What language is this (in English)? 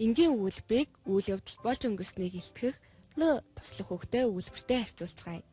Mongolian